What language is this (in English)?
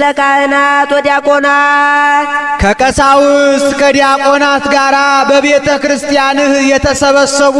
Amharic